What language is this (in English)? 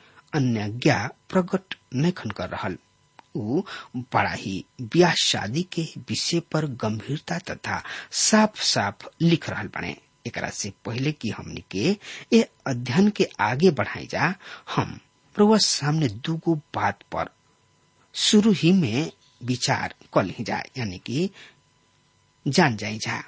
Bhojpuri